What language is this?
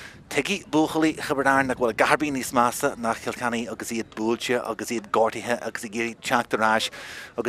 Irish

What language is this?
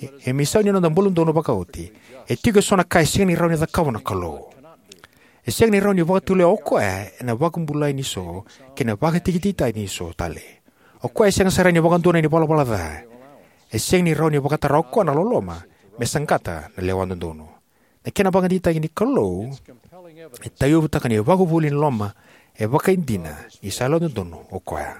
Fijian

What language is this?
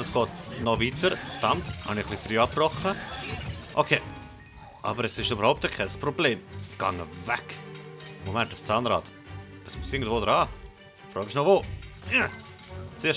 Swiss German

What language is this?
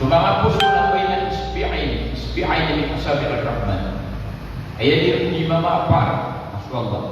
Maranao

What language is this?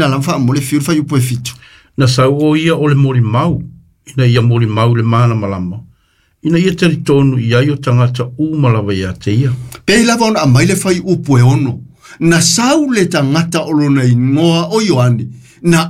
Samoan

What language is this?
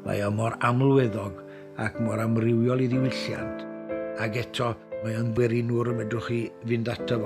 Welsh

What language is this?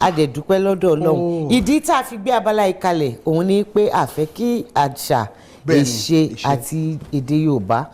Yoruba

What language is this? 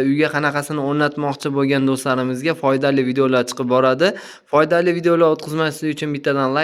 Uzbek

